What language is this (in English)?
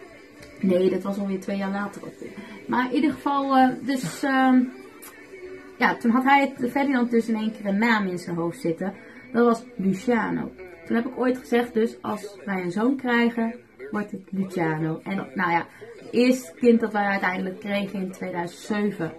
Dutch